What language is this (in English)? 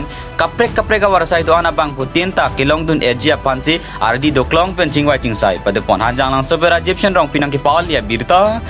Karbi